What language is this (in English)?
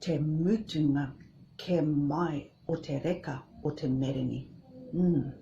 Māori